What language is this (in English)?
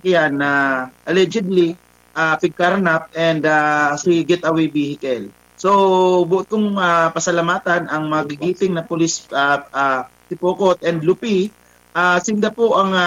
Bikol